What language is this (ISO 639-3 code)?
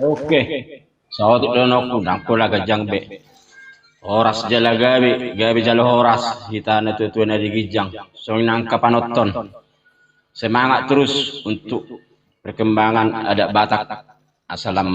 bbc